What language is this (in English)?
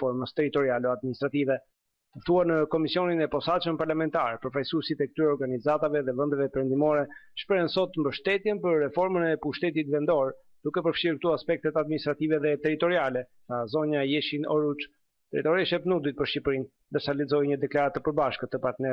Albanian